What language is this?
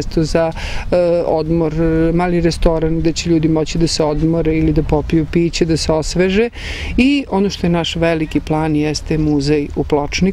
Serbian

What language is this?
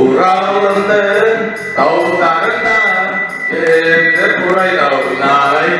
Bashkir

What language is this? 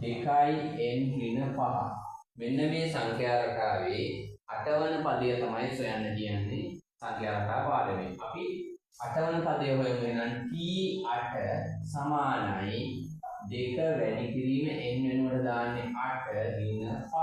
Sinhala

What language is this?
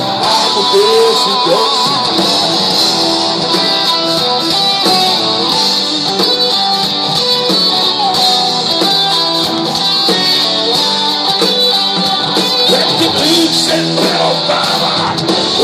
Finnish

